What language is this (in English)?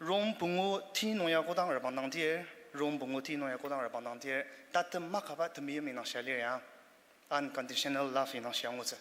Ao Naga